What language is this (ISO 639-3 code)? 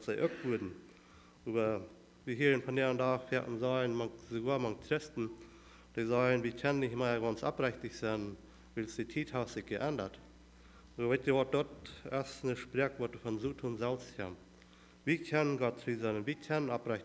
pdt